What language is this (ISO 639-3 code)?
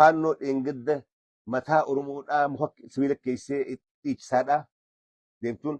orm